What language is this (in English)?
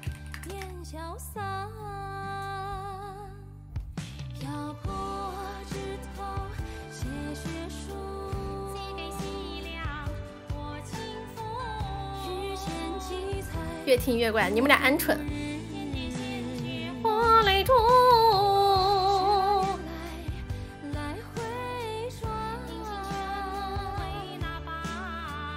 Chinese